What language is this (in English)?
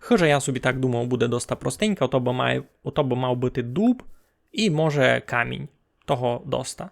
Rusyn